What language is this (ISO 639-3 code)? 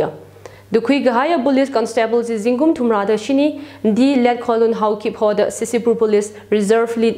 nmf